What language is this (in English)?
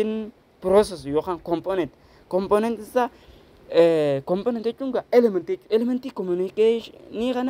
Oromo